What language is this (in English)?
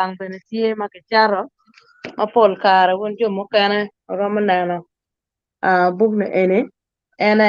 Acoli